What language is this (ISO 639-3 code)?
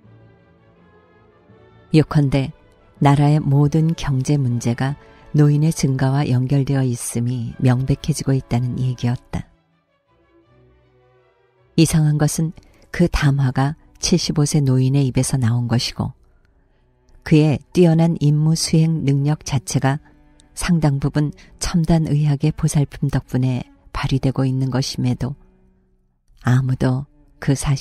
kor